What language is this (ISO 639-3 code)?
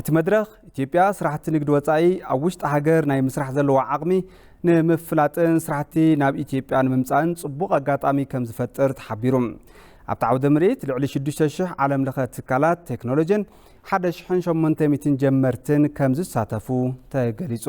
tir